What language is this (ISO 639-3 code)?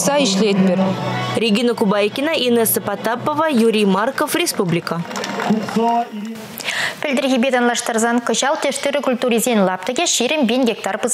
chv